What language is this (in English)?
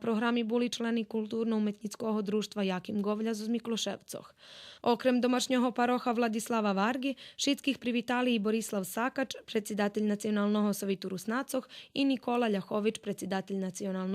Rusyn